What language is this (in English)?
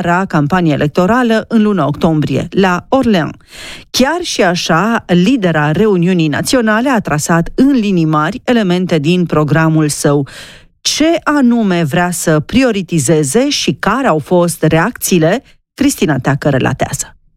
Romanian